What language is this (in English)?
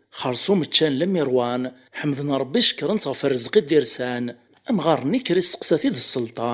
Kabyle